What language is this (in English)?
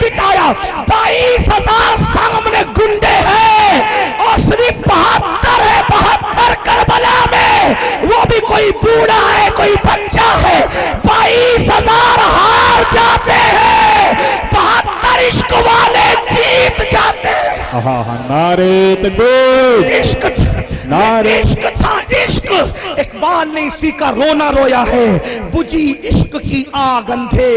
Urdu